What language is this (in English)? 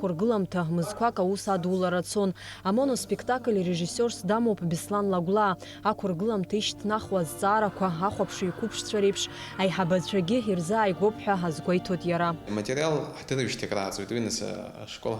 Abkhazian